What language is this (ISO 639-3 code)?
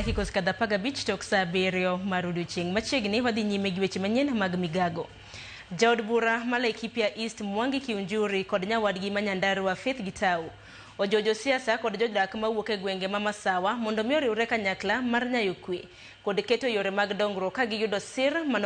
luo